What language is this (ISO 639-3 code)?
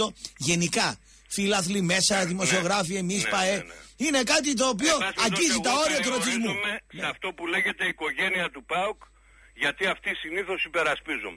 ell